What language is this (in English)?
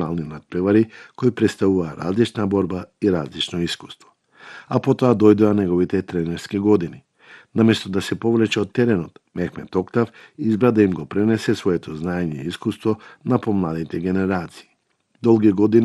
Macedonian